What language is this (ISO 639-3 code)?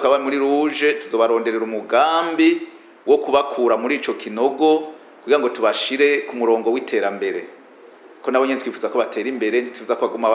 run